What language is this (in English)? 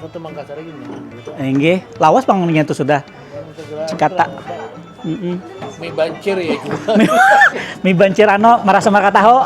Banjar